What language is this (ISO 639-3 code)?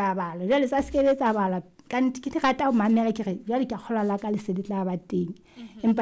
sot